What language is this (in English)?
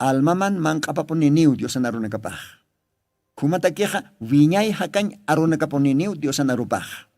Aymara